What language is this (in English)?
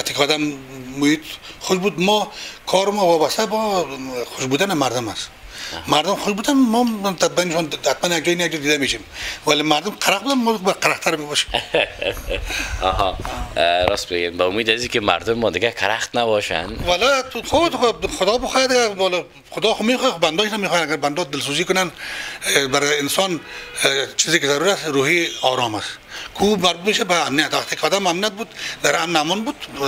Persian